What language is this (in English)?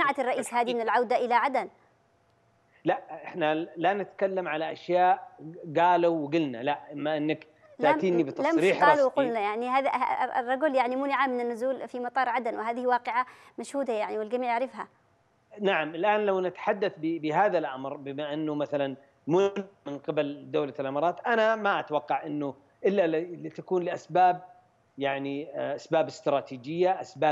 Arabic